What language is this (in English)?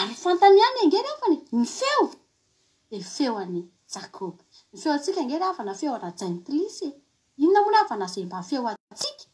Malagasy